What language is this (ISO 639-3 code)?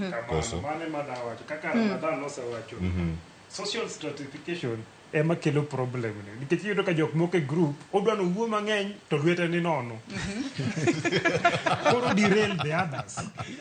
luo